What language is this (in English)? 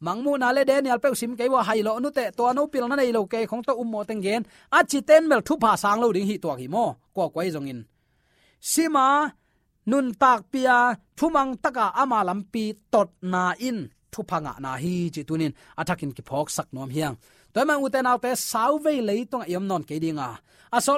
Tedim Chin